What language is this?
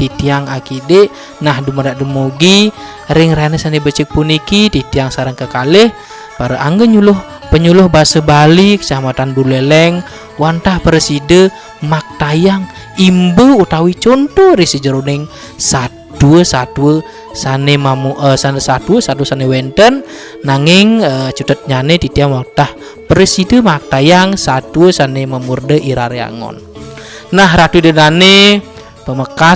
Balinese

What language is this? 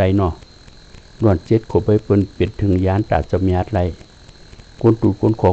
Shan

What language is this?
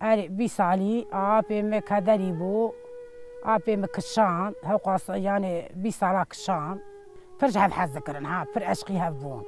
Kurdish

